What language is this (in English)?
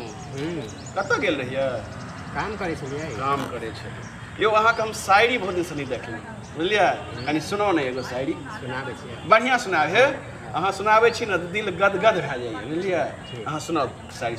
Maithili